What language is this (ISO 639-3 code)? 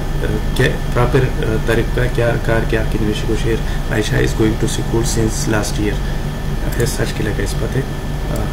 khw